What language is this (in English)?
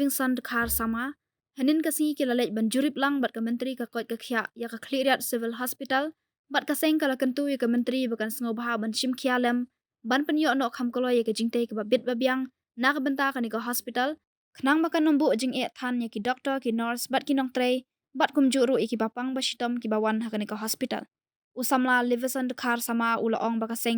Khasi